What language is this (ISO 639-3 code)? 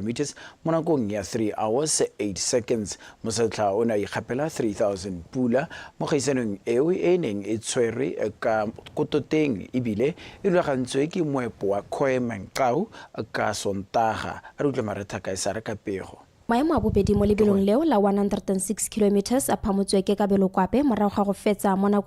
tsn